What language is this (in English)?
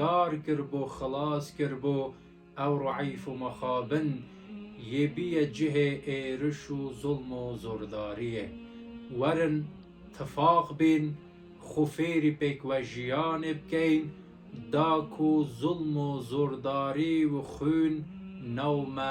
Kurdish